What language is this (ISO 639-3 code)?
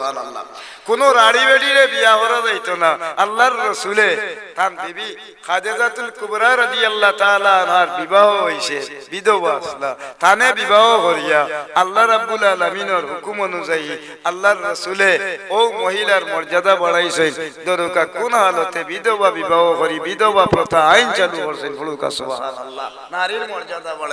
syl